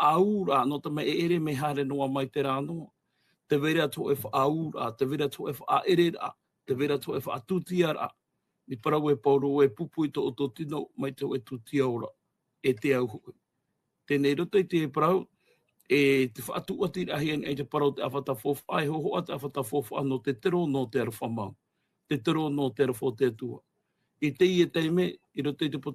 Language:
Tahitian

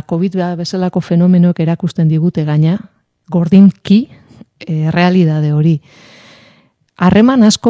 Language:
Basque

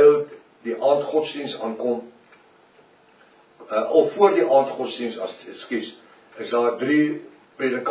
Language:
Afrikaans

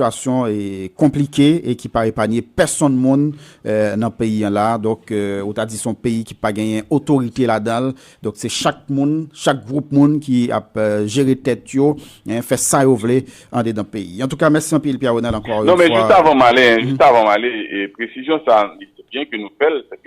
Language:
Haitian Creole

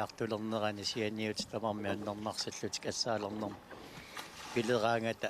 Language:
Kalaallisut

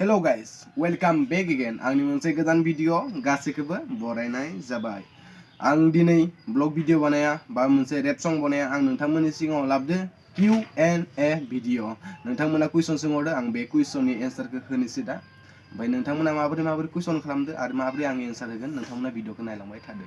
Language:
Bodo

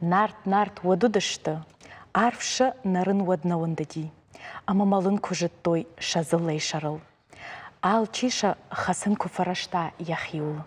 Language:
Ossetic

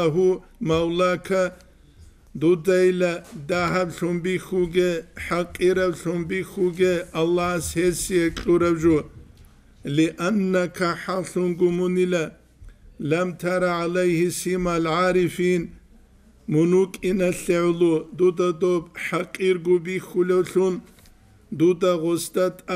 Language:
Avaric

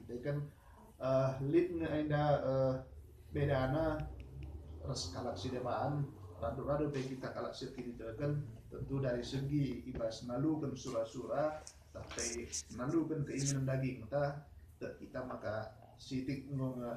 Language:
Batak Karo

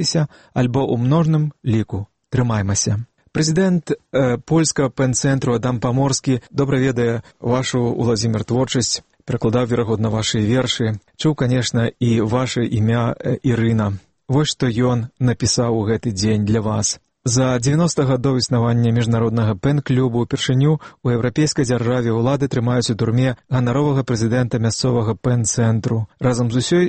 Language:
Belarusian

